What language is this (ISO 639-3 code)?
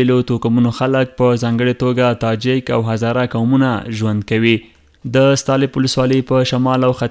pus